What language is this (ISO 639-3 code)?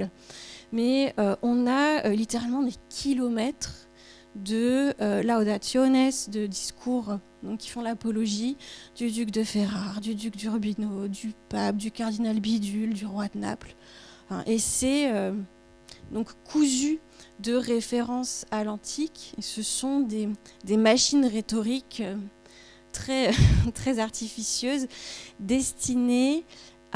fra